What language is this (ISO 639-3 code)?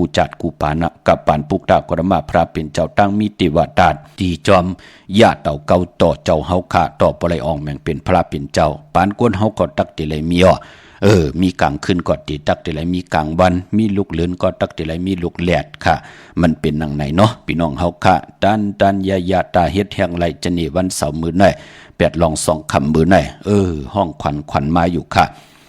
shn